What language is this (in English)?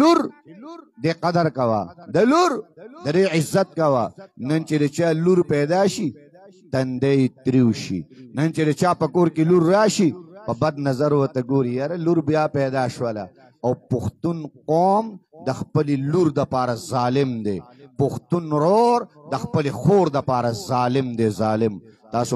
Pashto